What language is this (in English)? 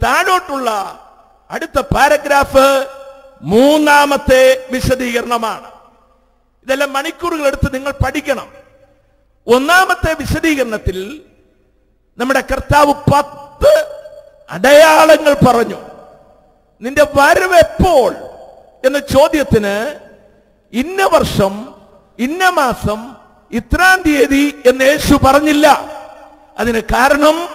Malayalam